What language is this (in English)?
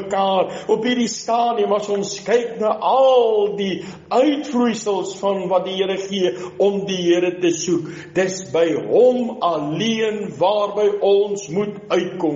Afrikaans